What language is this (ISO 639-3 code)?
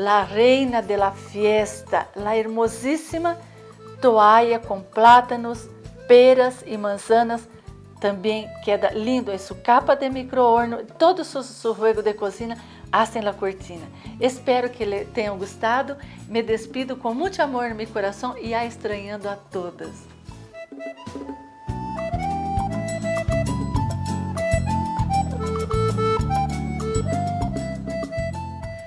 por